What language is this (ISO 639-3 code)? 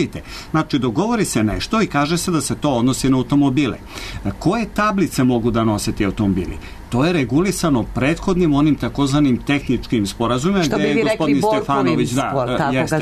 srp